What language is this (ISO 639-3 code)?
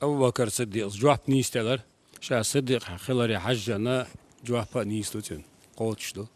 che